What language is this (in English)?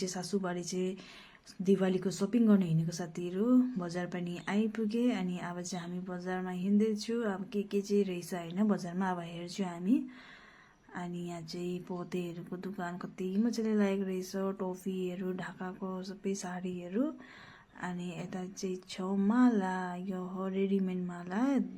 Nepali